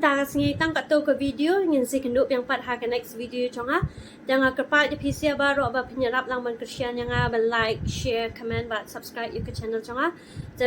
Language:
Khasi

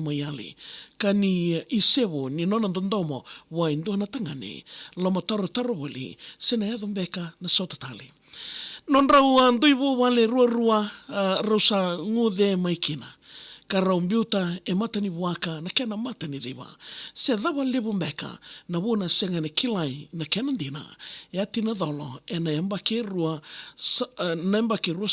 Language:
Fijian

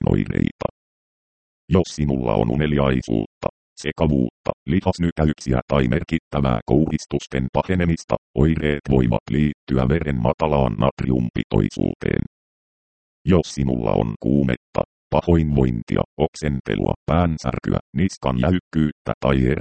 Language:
Finnish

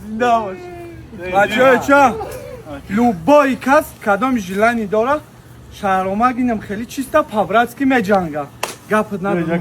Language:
Tajik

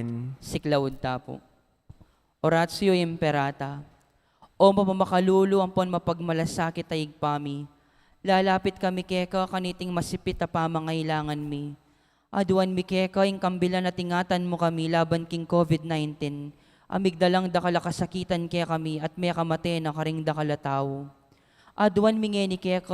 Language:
Pampanga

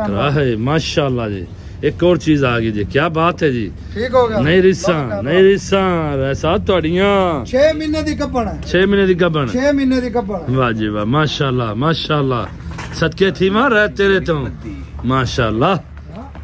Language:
Punjabi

